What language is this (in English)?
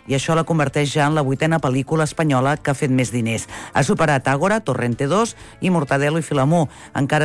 Catalan